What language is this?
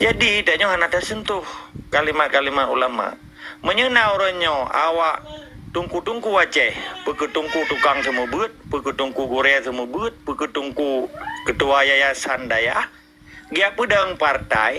Achinese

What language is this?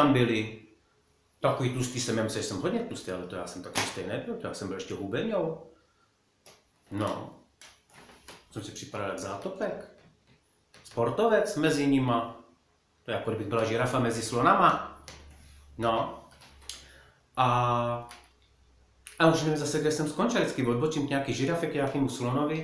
Czech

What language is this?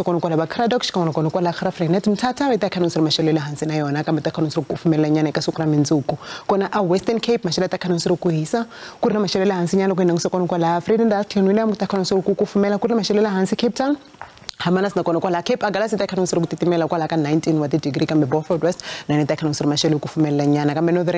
Tsonga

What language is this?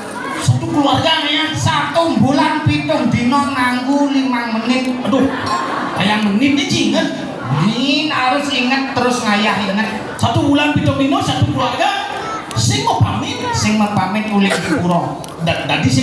Balinese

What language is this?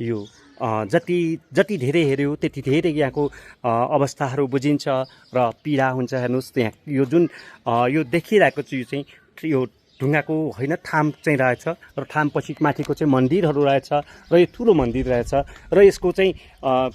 Nepali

